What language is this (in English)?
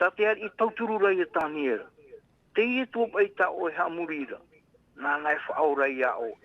Tahitian